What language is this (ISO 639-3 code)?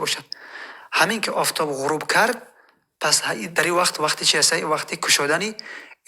tgk